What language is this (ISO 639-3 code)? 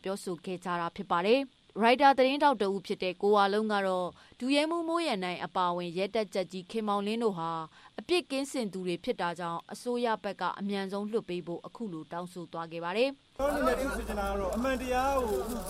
mya